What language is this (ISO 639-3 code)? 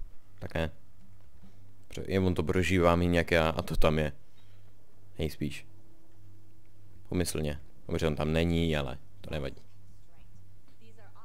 ces